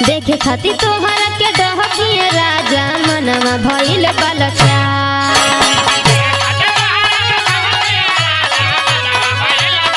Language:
Bhojpuri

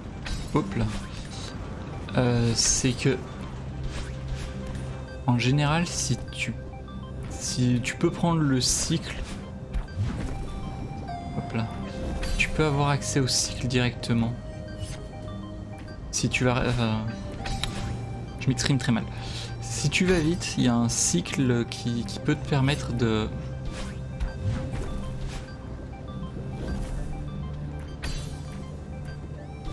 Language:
French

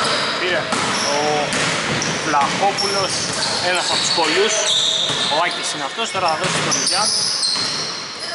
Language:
Greek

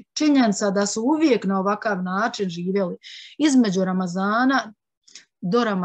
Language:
Bosnian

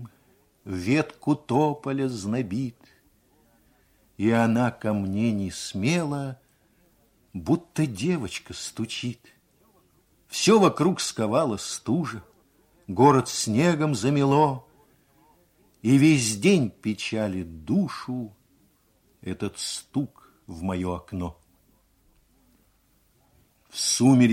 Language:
Russian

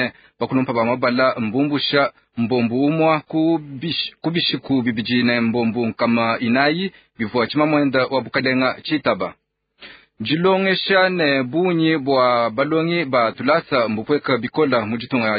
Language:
Luba-Lulua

